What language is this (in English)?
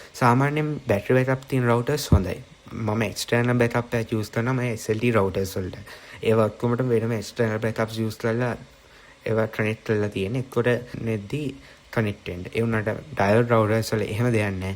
Sinhala